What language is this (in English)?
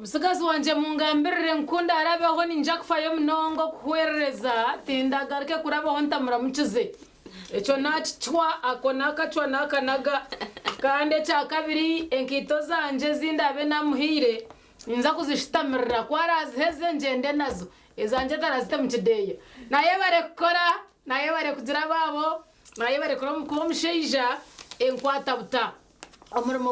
Nyankole